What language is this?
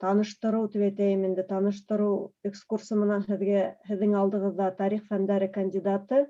Bashkir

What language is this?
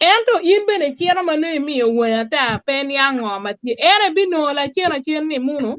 Acoli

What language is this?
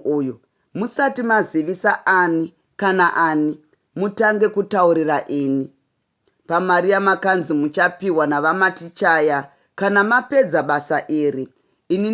Shona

